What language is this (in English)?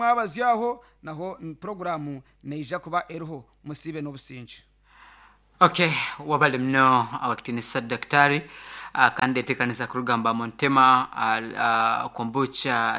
Nyoro